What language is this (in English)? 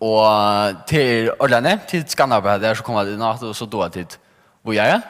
Faroese